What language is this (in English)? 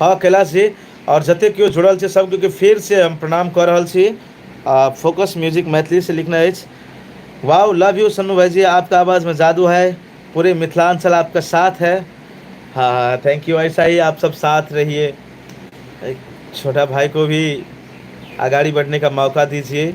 Maithili